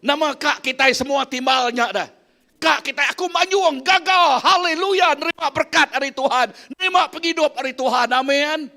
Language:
Iban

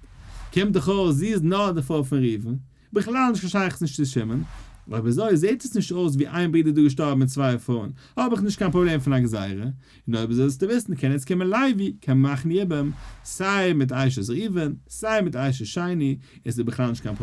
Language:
Yiddish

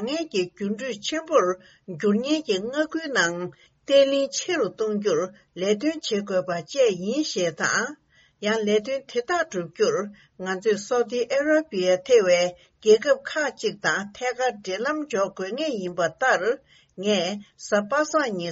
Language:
Tibetan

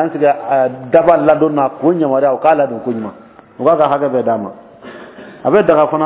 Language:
Dyula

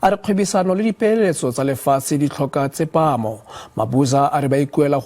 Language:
Tswana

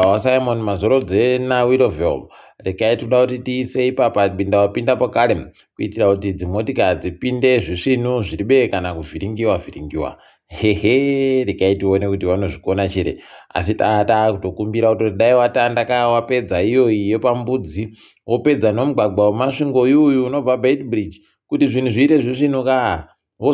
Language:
Ndau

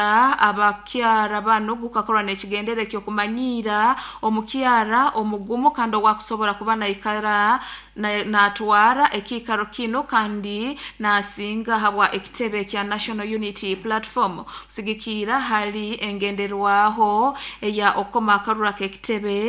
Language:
Nyoro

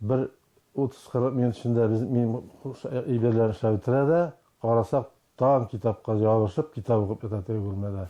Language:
Tatar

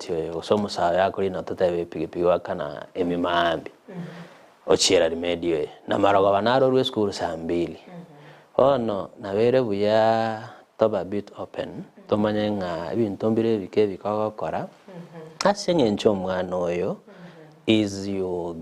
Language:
Gusii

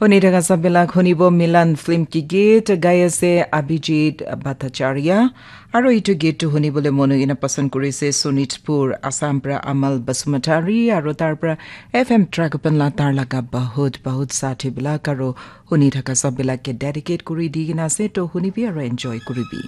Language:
Naga Pidgin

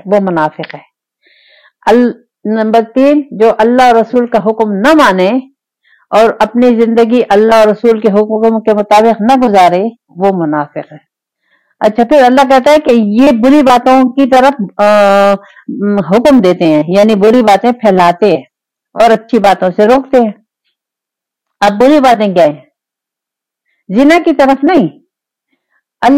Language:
Urdu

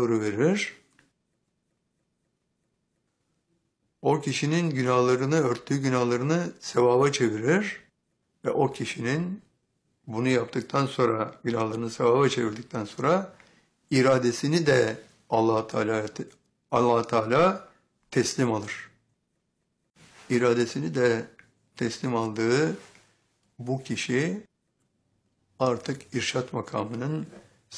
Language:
Turkish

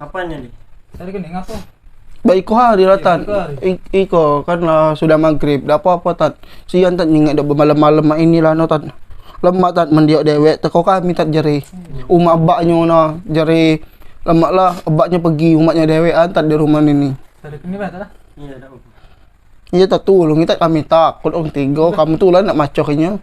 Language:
Musi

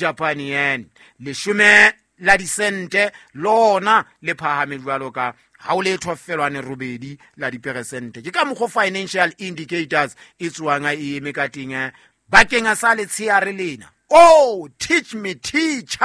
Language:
Southern Sotho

